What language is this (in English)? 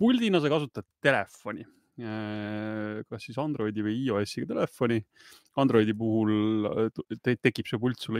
Estonian